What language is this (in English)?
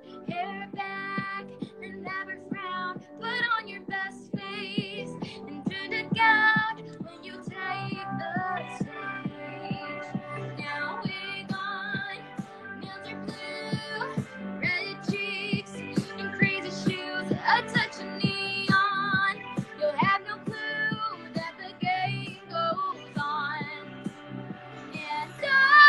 English